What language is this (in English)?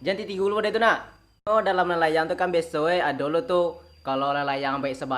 Minangkabau